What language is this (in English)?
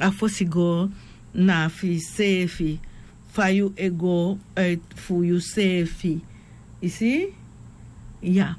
Sranan Tongo